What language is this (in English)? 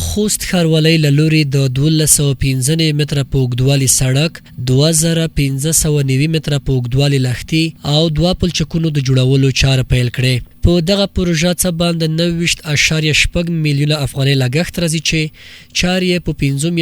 Pashto